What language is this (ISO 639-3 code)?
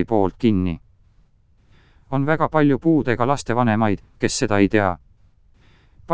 est